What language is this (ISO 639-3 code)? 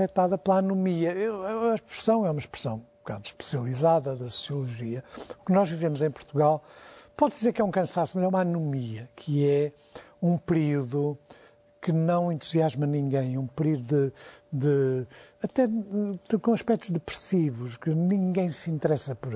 por